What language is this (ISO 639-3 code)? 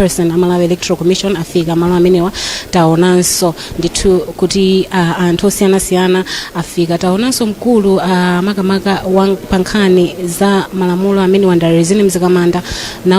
nya